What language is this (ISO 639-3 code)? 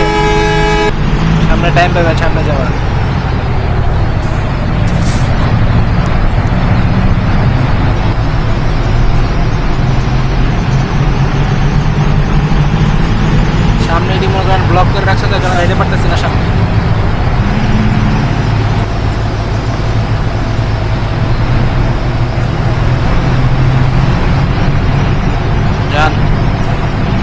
ben